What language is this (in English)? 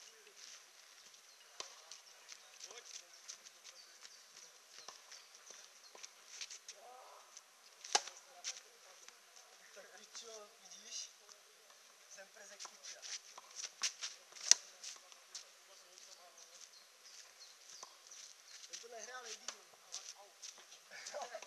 Czech